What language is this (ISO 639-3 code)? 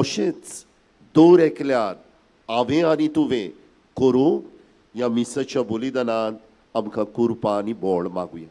kok